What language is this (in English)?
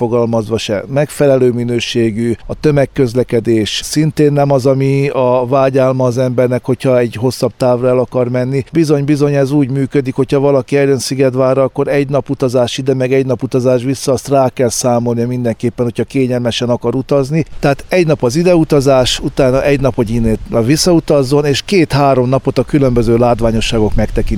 Hungarian